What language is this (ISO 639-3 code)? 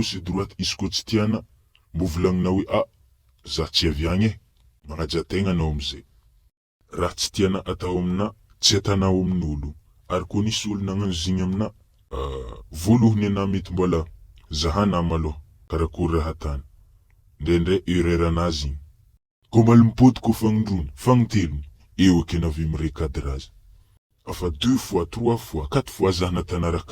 mlg